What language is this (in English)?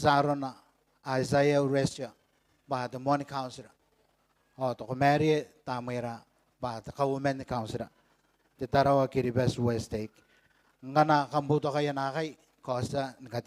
Gilbertese